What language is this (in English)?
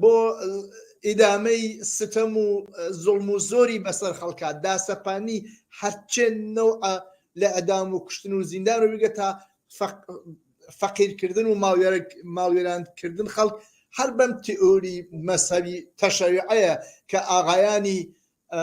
Central Kurdish